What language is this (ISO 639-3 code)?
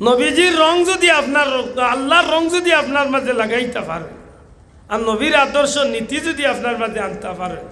syl